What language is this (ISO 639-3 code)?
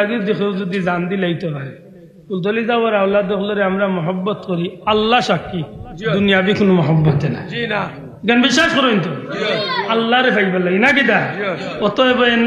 syl